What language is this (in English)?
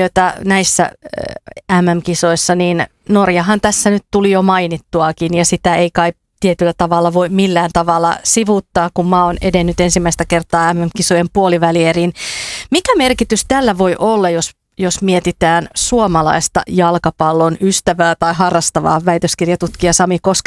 Finnish